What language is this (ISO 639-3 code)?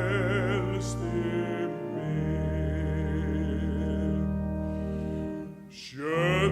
fao